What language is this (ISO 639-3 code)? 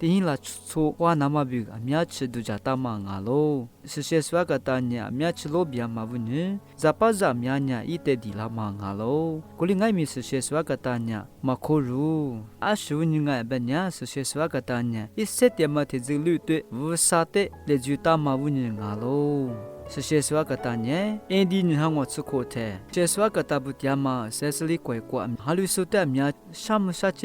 lis